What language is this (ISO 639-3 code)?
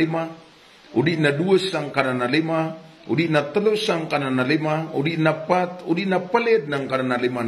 mrw